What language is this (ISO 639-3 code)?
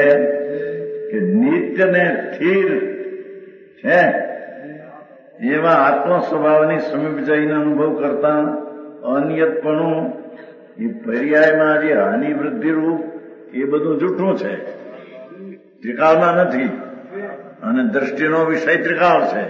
guj